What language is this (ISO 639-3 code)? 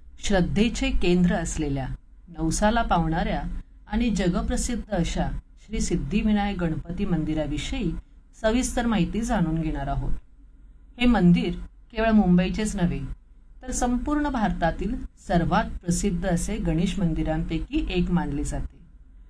mar